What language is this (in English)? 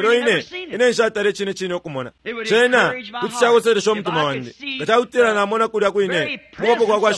Bemba